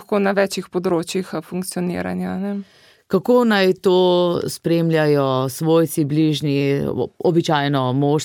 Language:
Slovenian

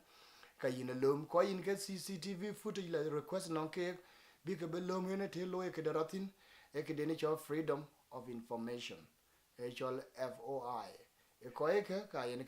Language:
Dinka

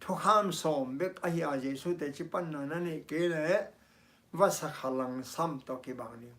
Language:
Tedim Chin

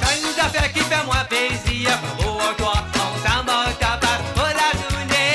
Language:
Morisyen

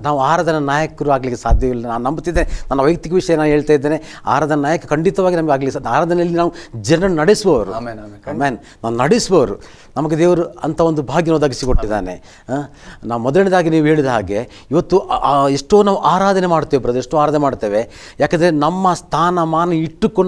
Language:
Kannada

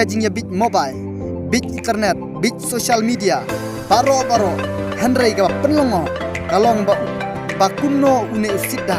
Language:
Khasi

